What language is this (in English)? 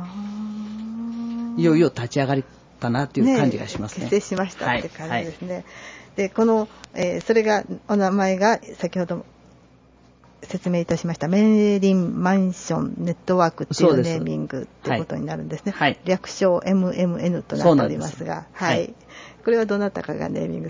Japanese